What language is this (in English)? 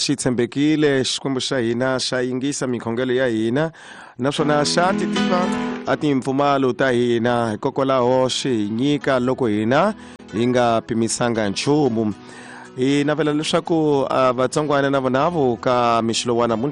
Tsonga